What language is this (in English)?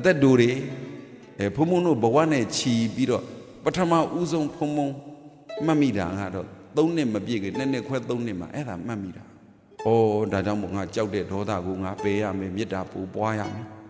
Burmese